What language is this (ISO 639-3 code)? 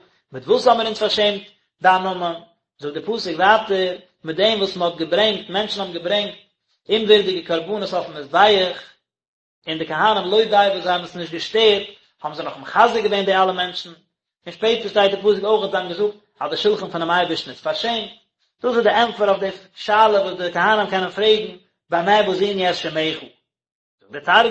yid